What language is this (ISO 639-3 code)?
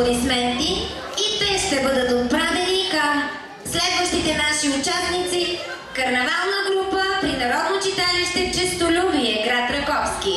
bul